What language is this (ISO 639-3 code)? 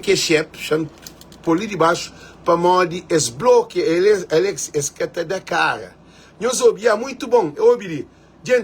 kea